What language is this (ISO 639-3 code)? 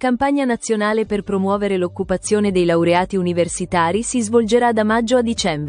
ita